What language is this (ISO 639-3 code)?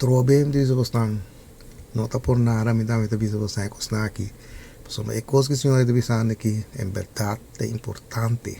pap